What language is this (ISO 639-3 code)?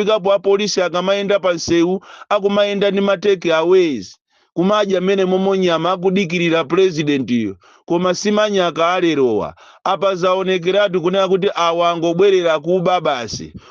nya